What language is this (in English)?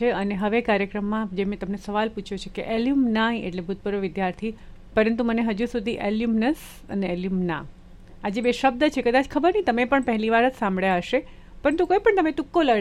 Gujarati